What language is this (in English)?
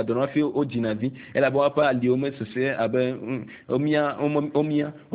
Ewe